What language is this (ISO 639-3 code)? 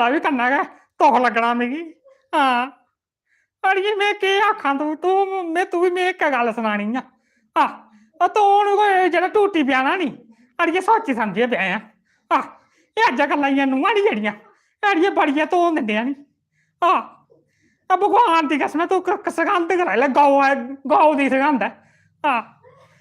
doi